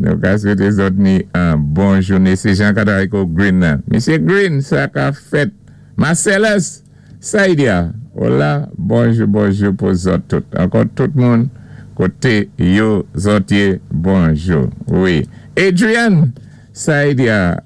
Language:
Saint Lucian Creole French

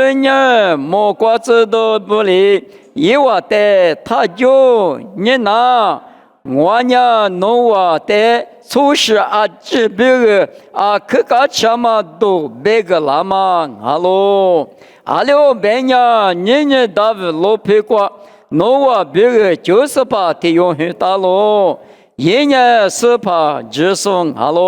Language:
Lisu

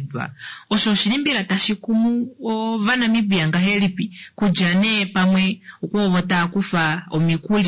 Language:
Kuanyama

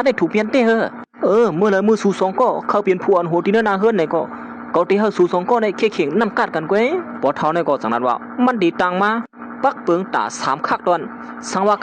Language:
Shan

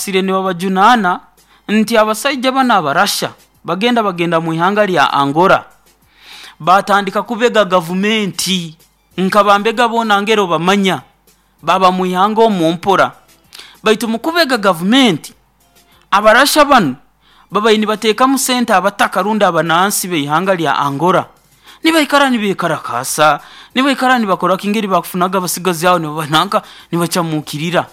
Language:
Nyoro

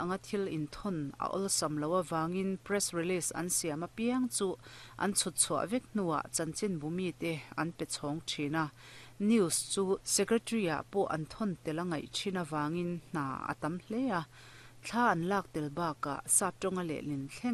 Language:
Mizo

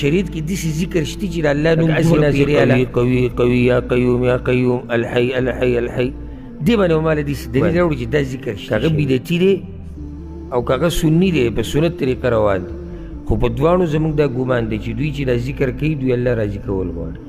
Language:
Pashto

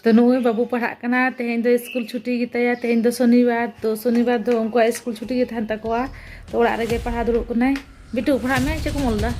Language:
Santali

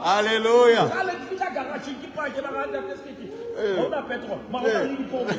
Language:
Southern Sotho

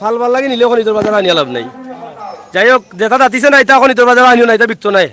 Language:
Sylheti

